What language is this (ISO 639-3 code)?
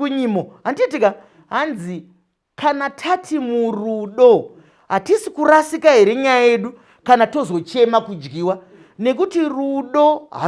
sna